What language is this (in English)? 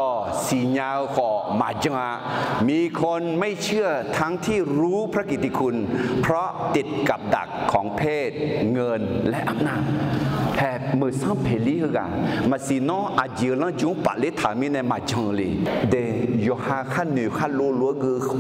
Akha